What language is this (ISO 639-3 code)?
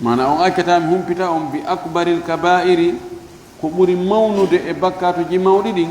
ful